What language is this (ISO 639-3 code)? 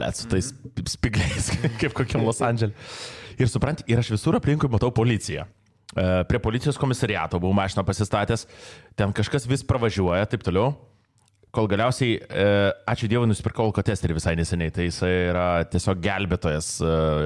lit